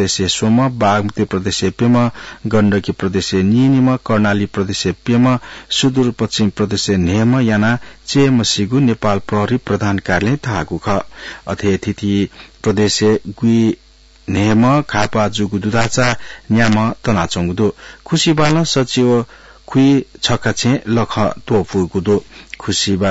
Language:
Newari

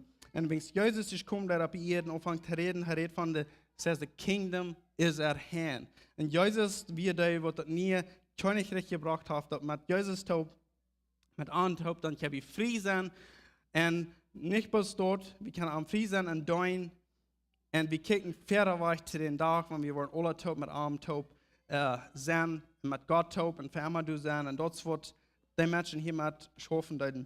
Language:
Plautdietsch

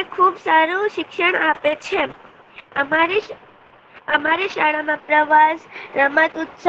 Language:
Gujarati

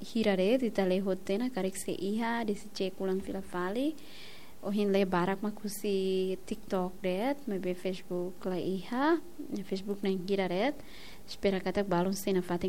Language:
Tetum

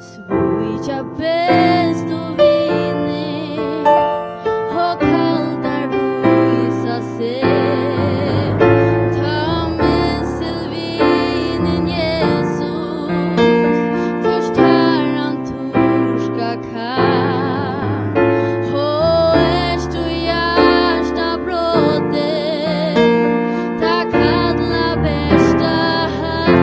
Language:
Faroese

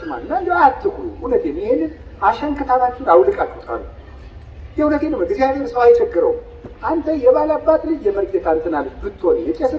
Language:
Amharic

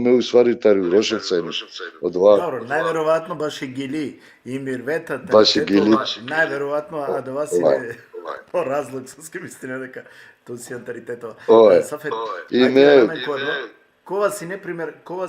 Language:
Balkan Romani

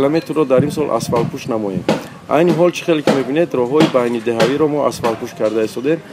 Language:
Tajik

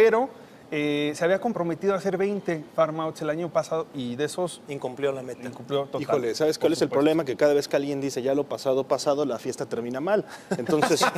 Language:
Spanish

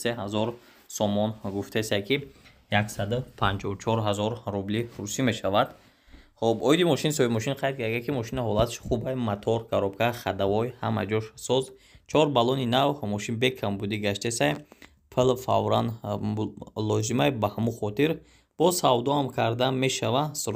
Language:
Tajik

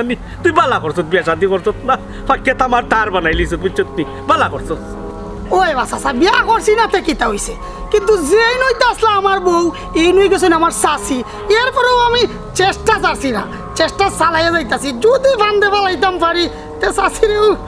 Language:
Sylheti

